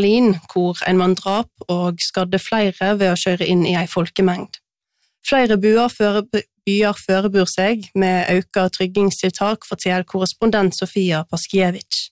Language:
Norwegian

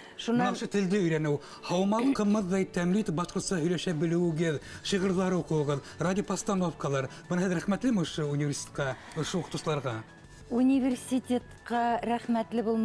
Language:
Bashkir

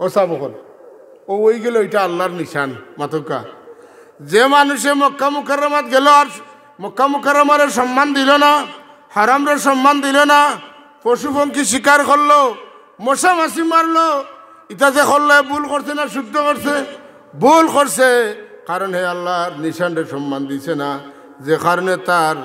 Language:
Sylheti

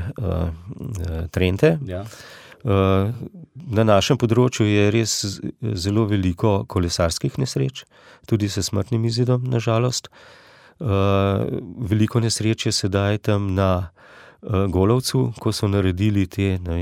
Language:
Slovenian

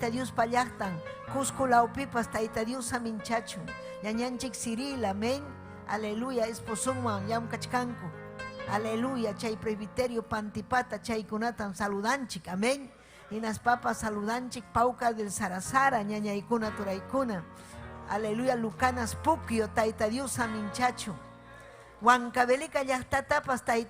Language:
Ayacucho Quechua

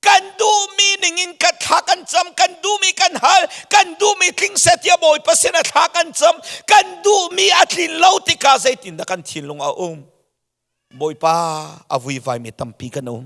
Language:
Hakha Chin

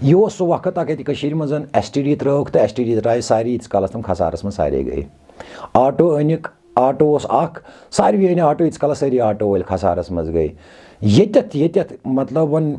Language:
Kashmiri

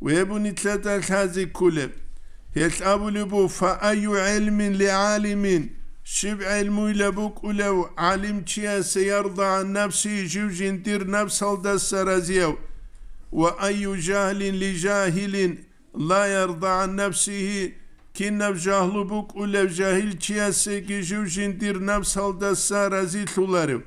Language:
Avaric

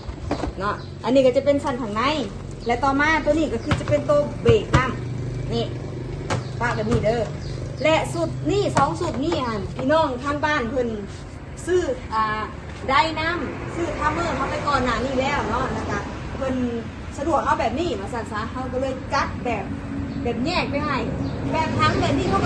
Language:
Northeastern Thai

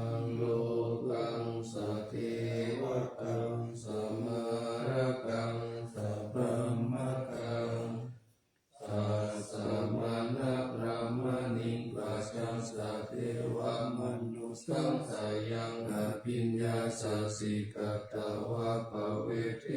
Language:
Pali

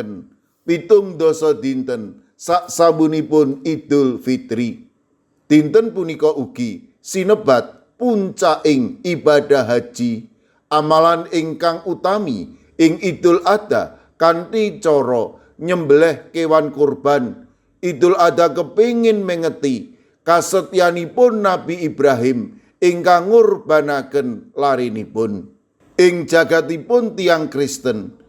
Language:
Javanese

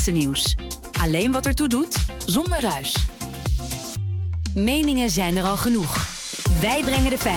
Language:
Dutch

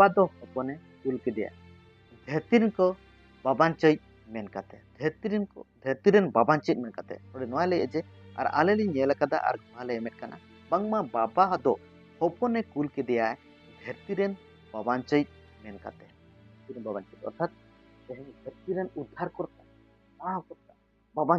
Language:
Santali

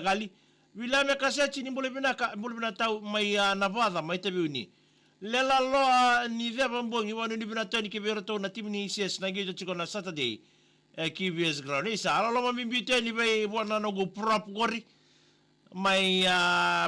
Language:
Fijian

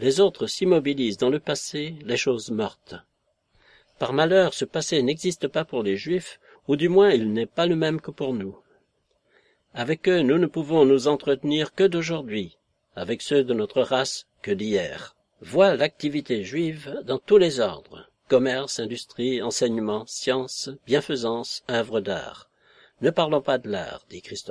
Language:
French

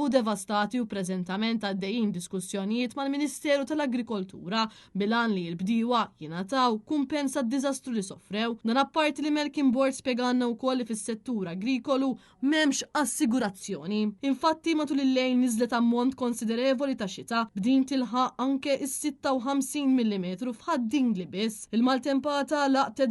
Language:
Maltese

